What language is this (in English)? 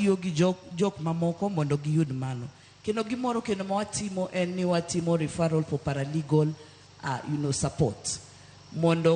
Luo (Kenya and Tanzania)